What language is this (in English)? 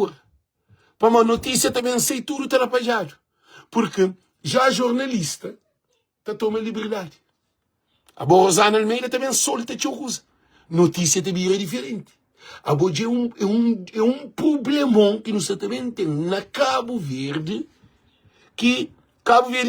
Kabuverdianu